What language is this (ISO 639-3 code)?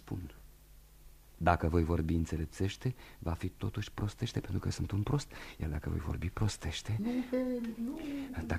ron